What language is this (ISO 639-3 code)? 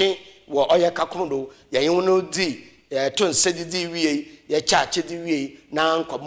aka